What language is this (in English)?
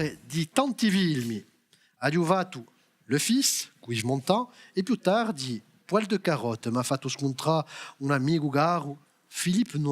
Corsican